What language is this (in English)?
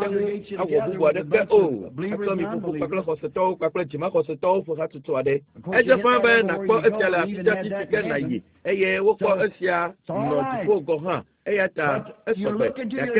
Ewe